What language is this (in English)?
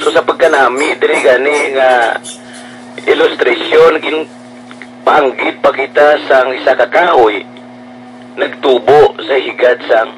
Hiligaynon